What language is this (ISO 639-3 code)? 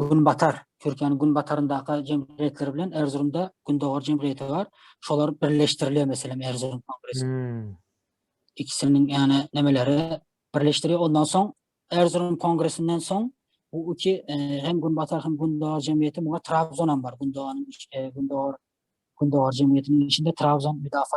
tuk